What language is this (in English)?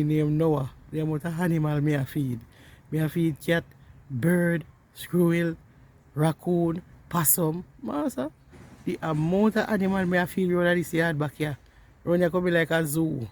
Jamaican Creole English